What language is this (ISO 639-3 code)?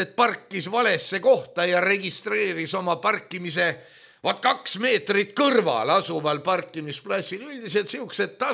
est